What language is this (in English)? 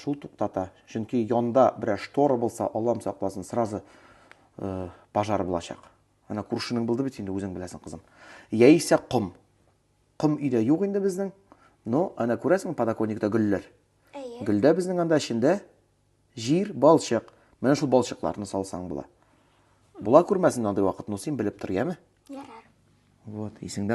Tatar